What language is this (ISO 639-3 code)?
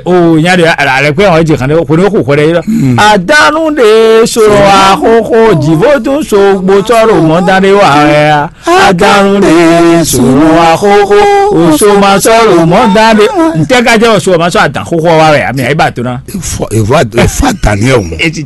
fon